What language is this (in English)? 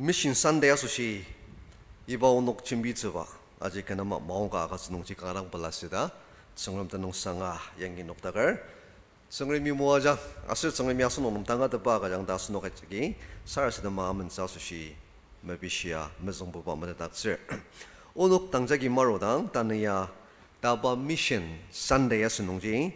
Ao Naga